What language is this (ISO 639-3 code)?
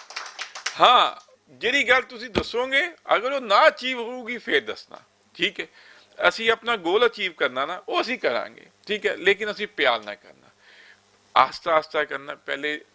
lah